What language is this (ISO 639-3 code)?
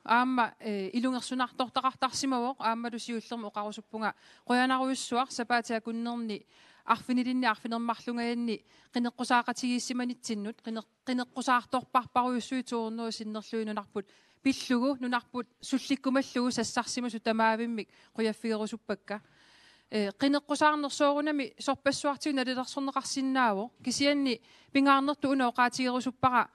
kal